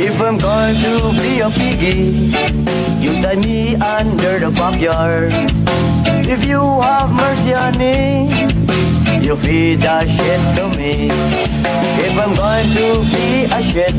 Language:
Hiligaynon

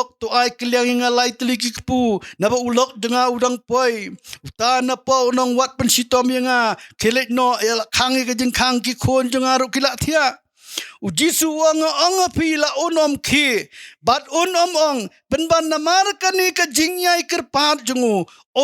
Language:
Khasi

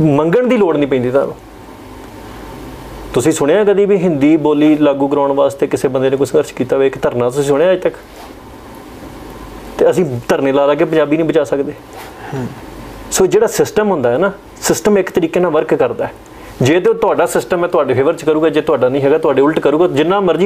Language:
Punjabi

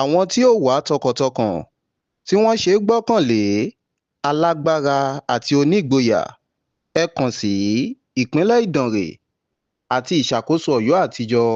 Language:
Yoruba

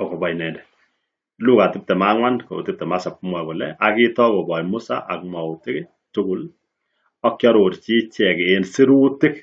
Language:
Kalenjin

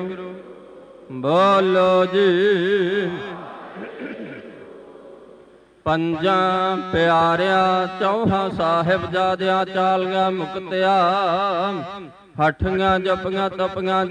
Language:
Punjabi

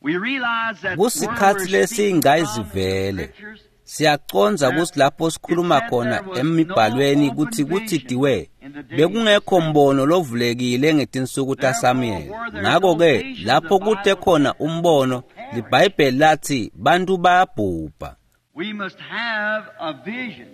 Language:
Swati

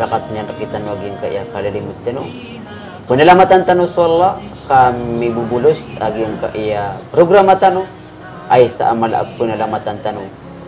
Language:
Maranao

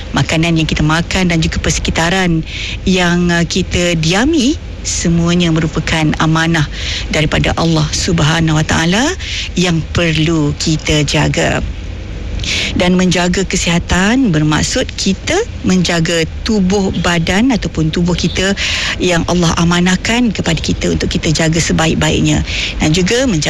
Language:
Malay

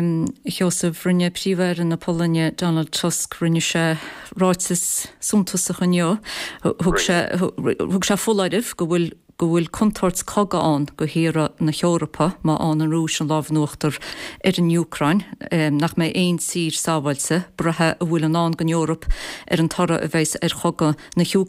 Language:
Irish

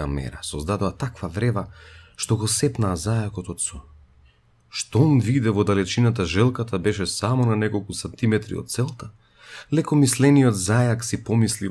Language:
Macedonian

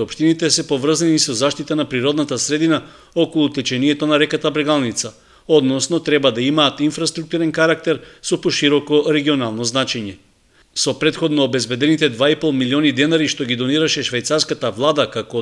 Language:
Macedonian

